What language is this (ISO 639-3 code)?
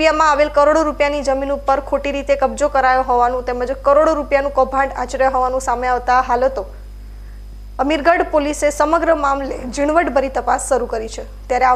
guj